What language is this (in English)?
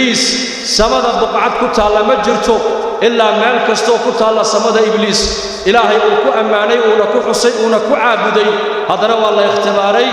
Somali